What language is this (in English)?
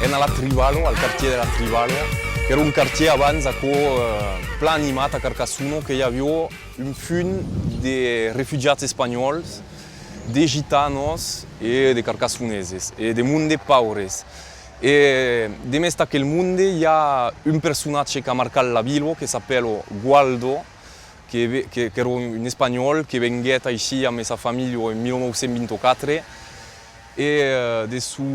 Occitan